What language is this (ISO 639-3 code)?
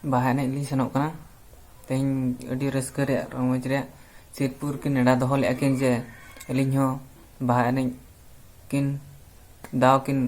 sat